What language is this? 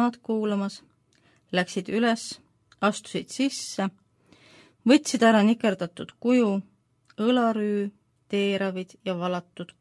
Estonian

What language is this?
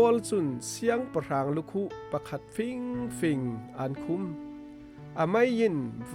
Falam Chin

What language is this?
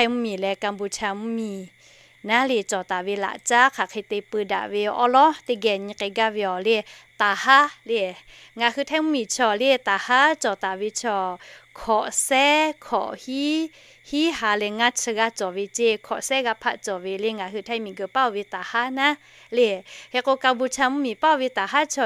Lahu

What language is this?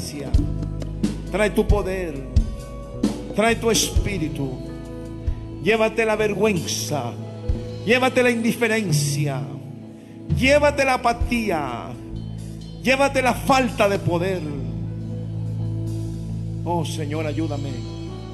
Spanish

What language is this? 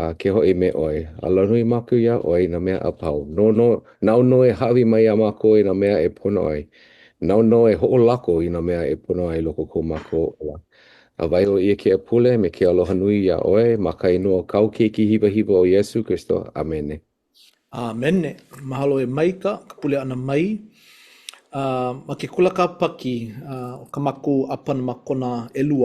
Hawaiian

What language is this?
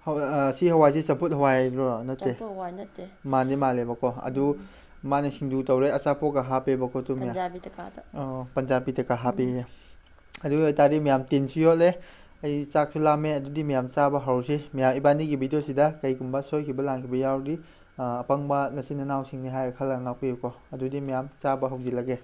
Manipuri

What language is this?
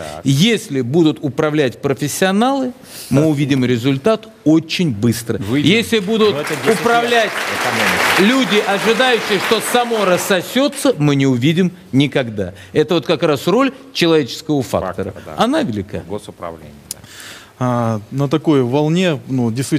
Russian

